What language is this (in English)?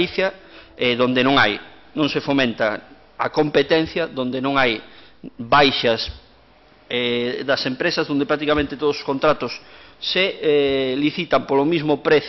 Galician